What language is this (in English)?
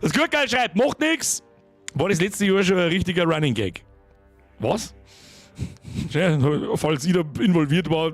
Bavarian